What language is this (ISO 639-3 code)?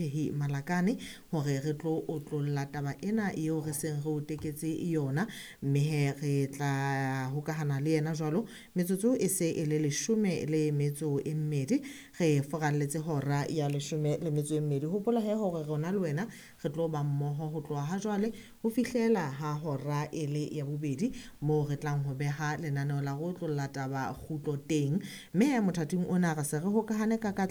sot